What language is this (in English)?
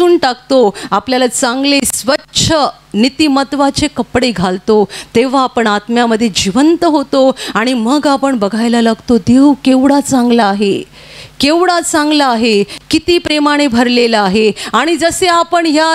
Marathi